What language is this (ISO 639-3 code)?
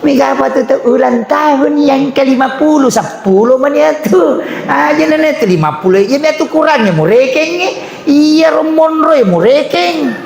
bug